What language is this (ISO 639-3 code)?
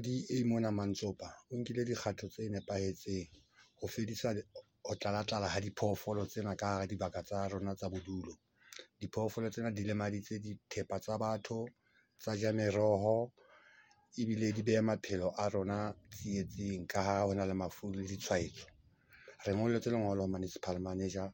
sot